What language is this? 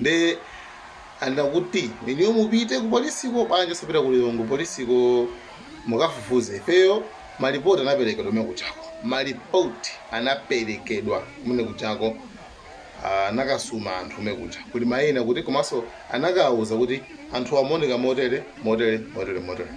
Nyanja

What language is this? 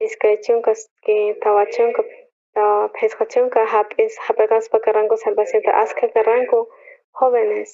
South Bolivian Quechua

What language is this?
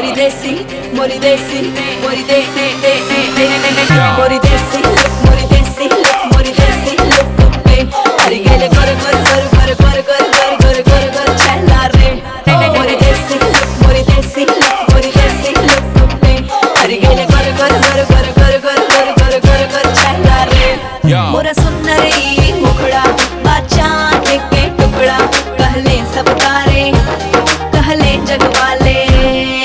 Bhojpuri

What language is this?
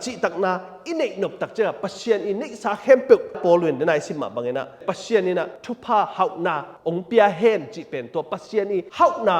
Tedim Chin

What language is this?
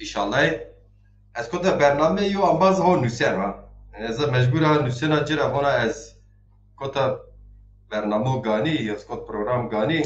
Zaza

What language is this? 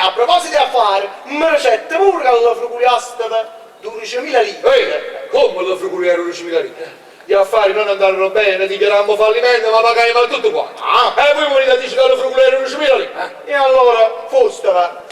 Neapolitan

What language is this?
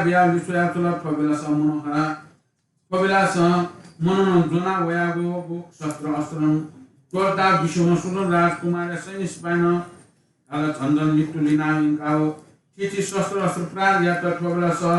Newari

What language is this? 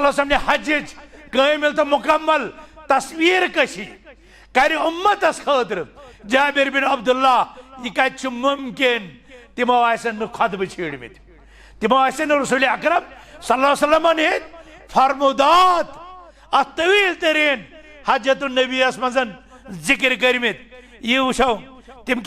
Kashmiri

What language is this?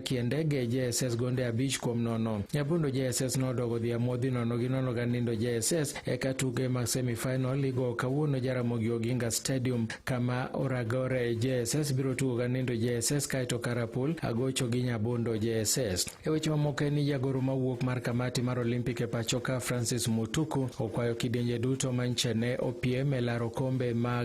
Luo (Kenya and Tanzania)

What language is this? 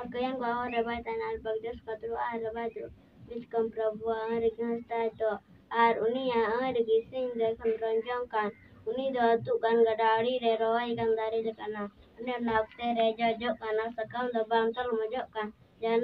Santali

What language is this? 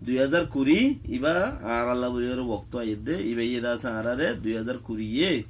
Rohingya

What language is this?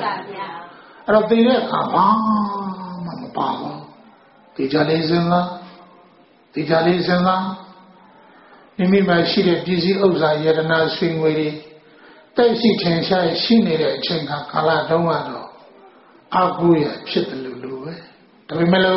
Burmese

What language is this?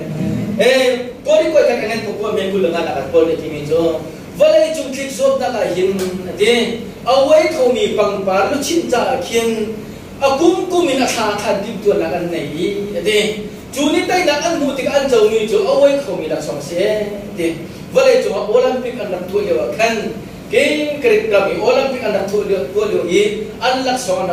Hakha Chin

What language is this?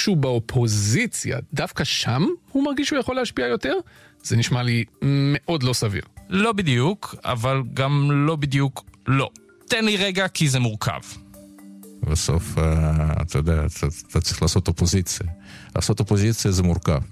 Hebrew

